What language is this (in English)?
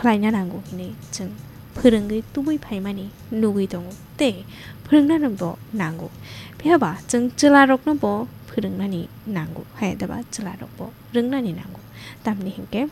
Kok Borok